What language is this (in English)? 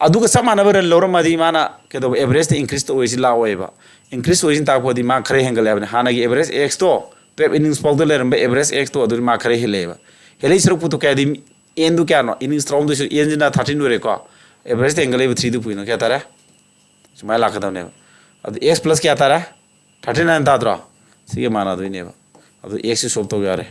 Manipuri